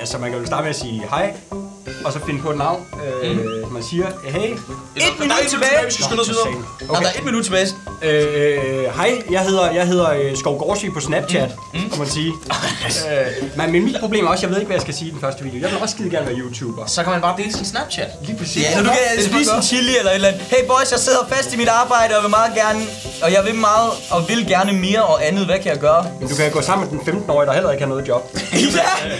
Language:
Danish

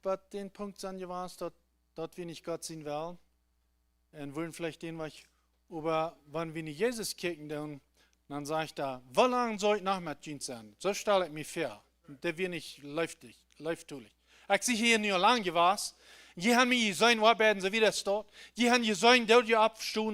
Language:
Plautdietsch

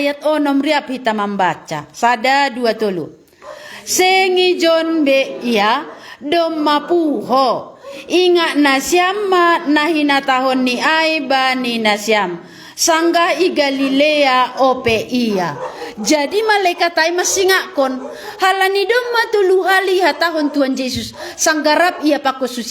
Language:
Batak Simalungun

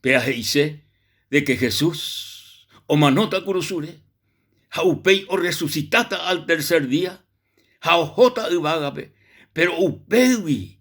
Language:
Guarani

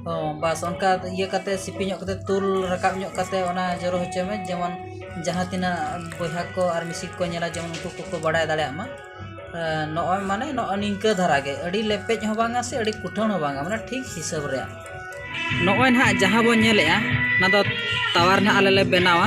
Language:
Santali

